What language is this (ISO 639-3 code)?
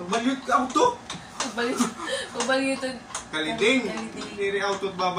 war